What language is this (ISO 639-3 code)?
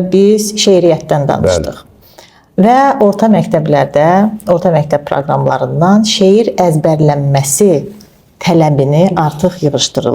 aze